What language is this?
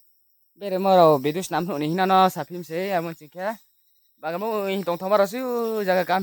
Riang (India)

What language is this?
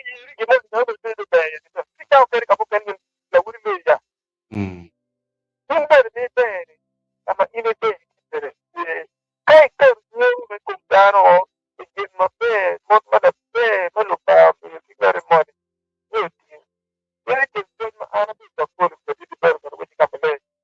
Acoli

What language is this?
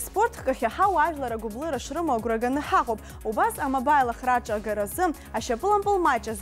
Abkhazian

